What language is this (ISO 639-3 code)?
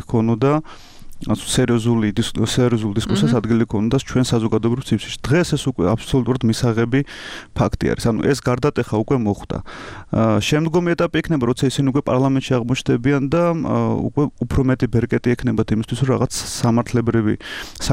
kat